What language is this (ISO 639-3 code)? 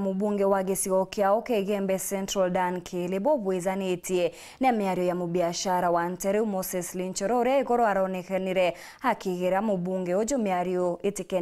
mer